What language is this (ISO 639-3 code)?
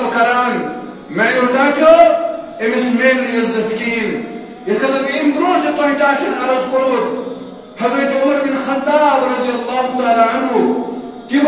kas